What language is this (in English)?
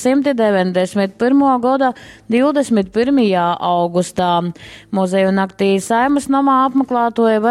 Latgalian